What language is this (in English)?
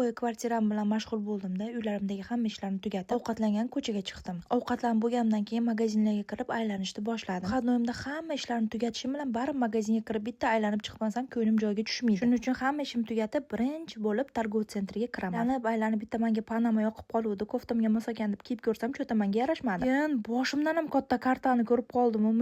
Uzbek